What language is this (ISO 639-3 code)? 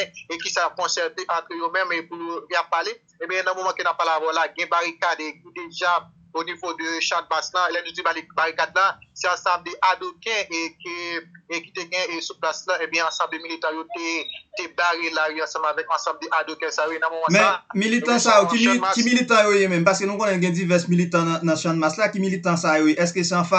hat